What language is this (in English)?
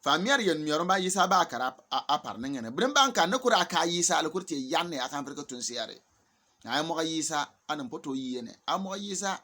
Bimoba